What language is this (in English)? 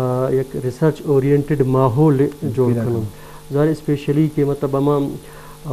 Baluchi